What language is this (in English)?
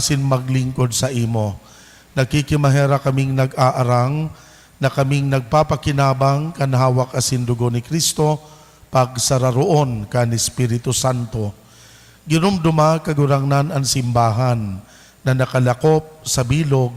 Bikol